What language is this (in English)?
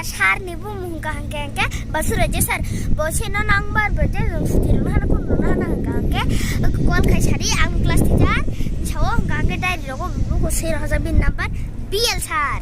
Kok Borok